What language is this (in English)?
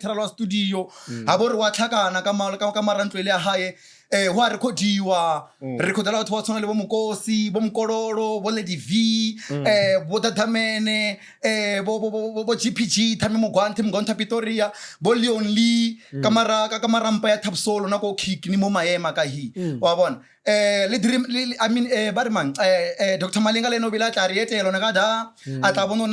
Northern Sotho